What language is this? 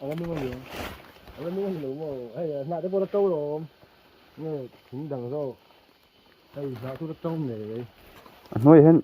Mizo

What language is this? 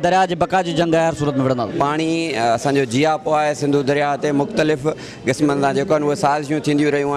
Sindhi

